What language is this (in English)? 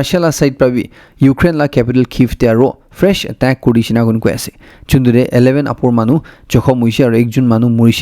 Naga Pidgin